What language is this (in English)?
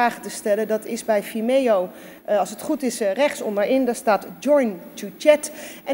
Dutch